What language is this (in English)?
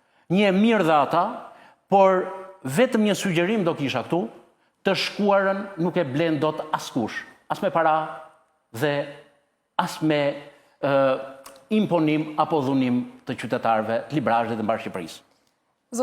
Albanian